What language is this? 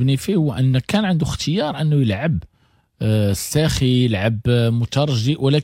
Moroccan Arabic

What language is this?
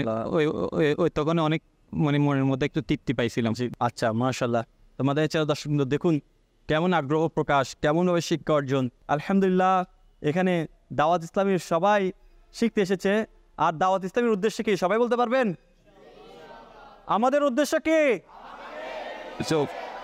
Bangla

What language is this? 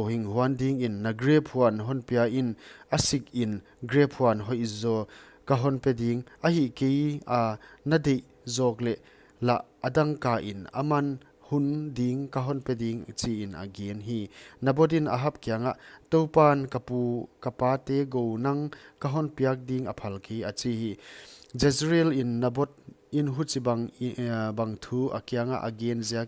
Paite Chin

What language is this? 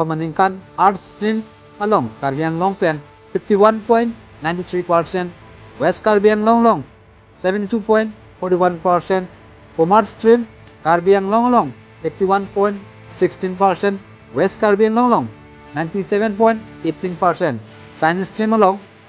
Karbi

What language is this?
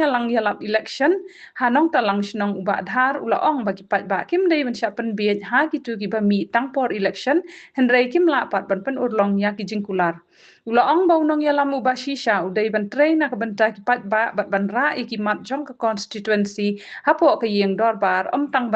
Khasi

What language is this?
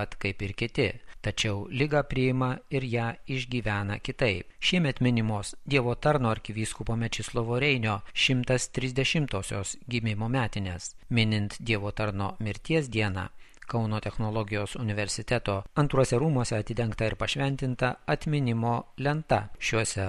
Lithuanian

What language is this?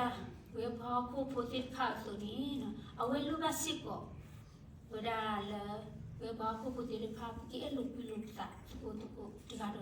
S'gaw Karen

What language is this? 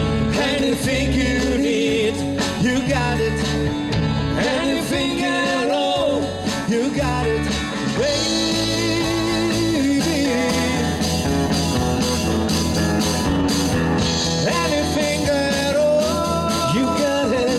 English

